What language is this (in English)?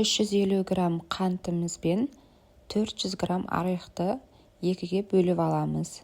Kazakh